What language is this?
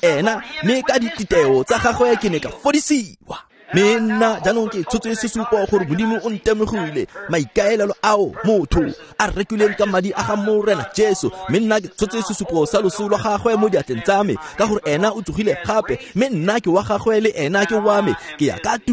Tswana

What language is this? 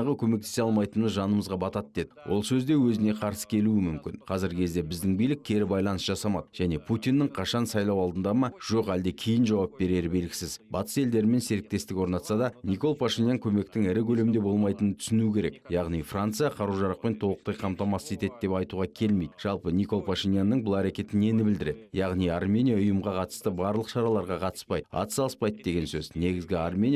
Kazakh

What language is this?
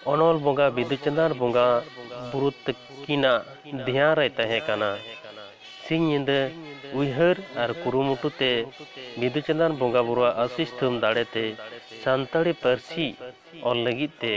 Santali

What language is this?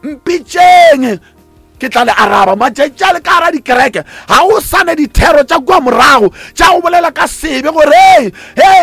Northern Sotho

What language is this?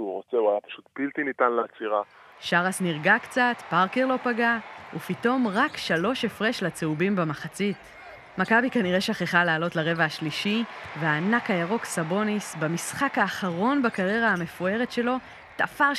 Hebrew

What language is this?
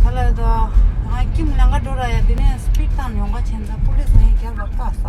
Tibetan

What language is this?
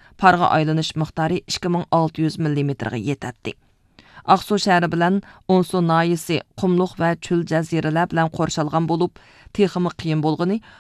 Uyghur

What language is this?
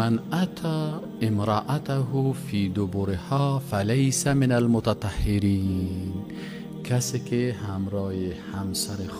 Persian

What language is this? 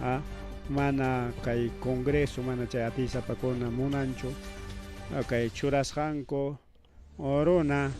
Ayacucho Quechua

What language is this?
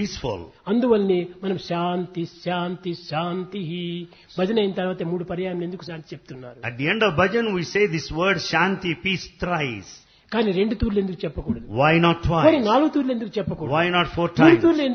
Telugu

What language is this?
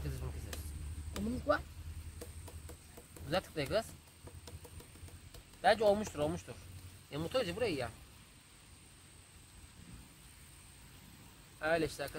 Turkish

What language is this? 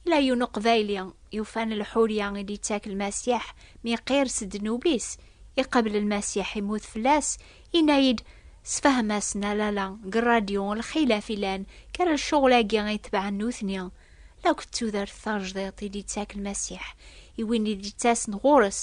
Kabyle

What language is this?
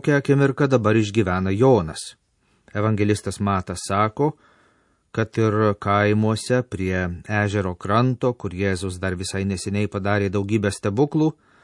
Lithuanian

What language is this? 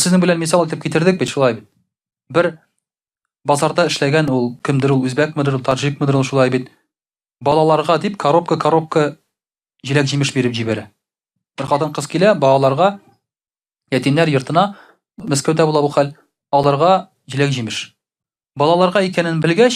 Tatar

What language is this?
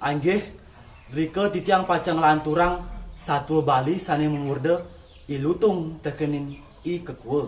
Balinese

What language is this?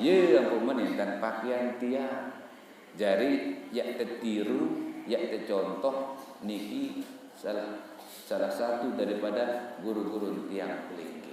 Sasak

